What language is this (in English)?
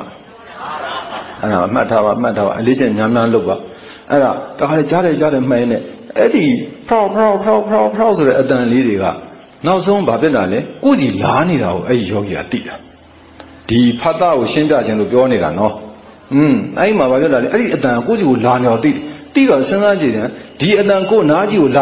Burmese